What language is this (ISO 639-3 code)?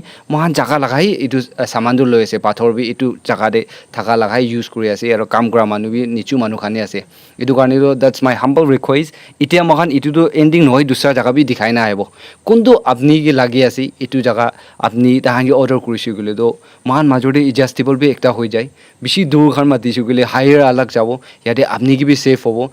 nag